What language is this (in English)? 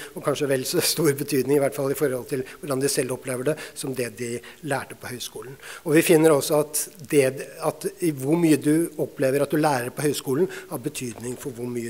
Norwegian